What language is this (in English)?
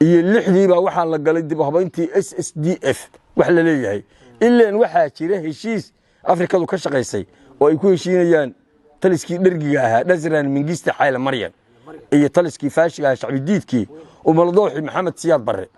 Somali